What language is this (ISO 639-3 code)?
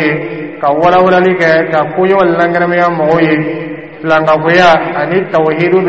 dyu